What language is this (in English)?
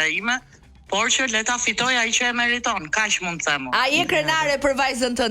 Albanian